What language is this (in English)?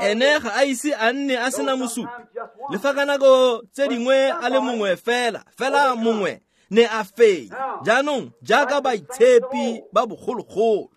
Tswana